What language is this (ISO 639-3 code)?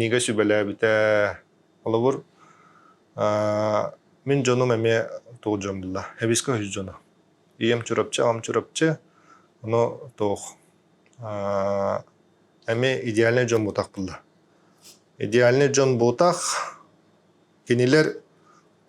sah